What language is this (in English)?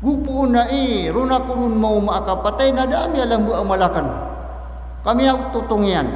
Maranao